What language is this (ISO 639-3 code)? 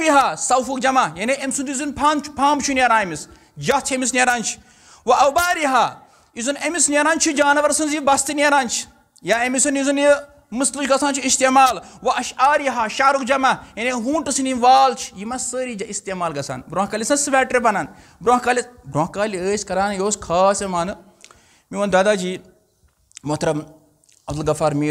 kas